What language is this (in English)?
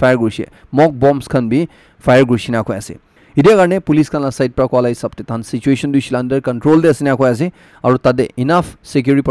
Naga Pidgin